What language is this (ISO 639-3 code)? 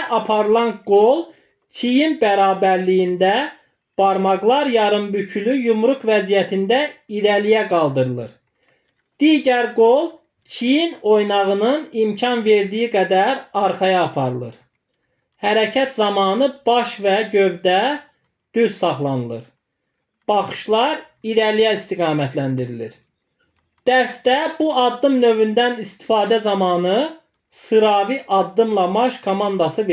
aze